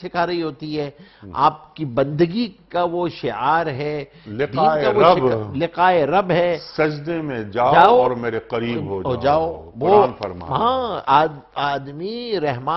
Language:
Urdu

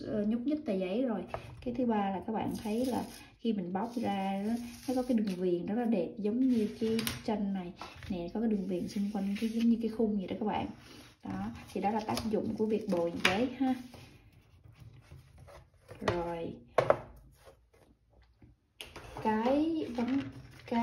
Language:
Vietnamese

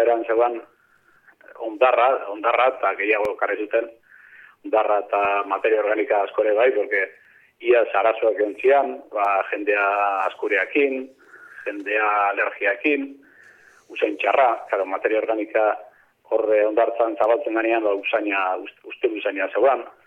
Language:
Basque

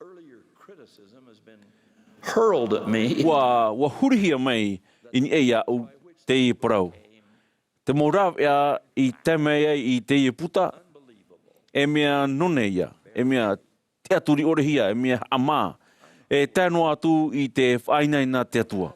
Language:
Tahitian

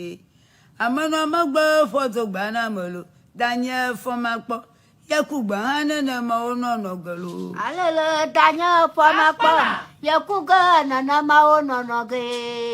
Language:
Ewe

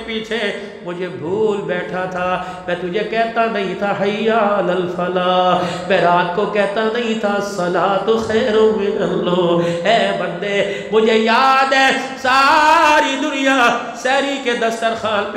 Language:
Urdu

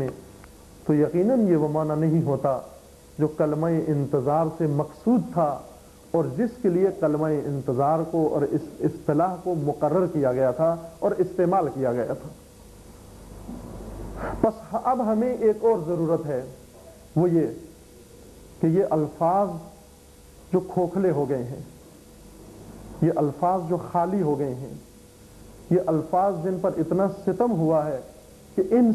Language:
Urdu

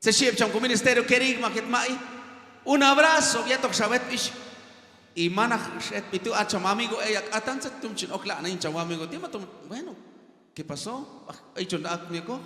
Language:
Q'anjob'al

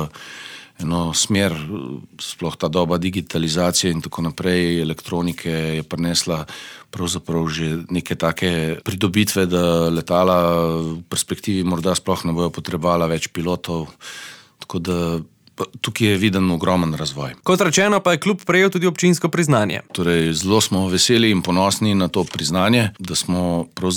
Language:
Slovenian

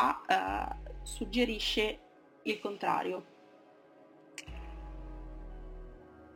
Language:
Italian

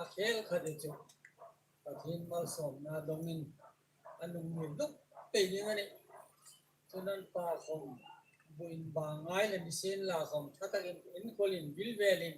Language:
Hmar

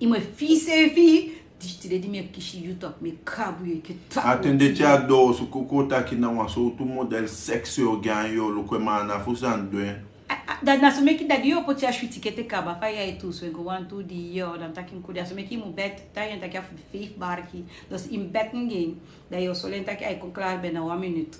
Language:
Sranan Tongo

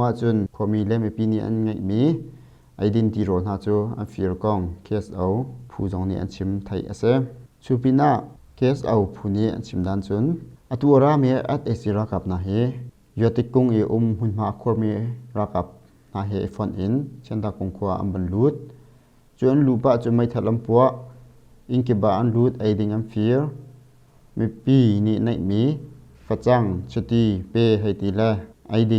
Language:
Hakha Chin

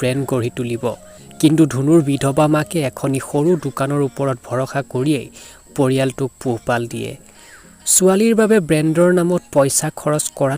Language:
Assamese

